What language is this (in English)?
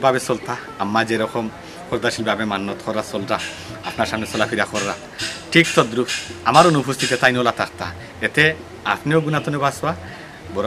Sylheti